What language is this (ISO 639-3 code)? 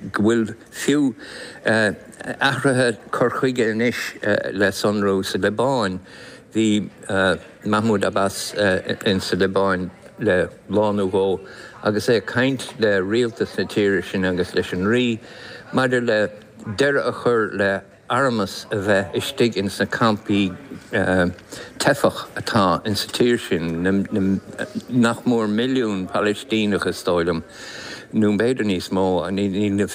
gle